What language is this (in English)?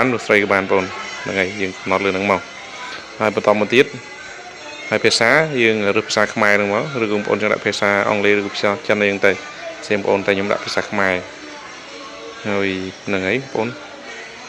Khmer